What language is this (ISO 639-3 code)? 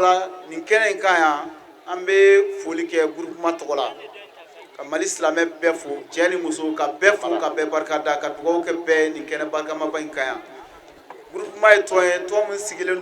bam